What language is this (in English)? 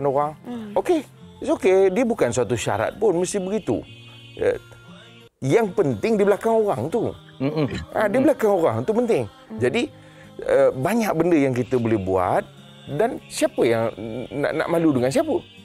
Malay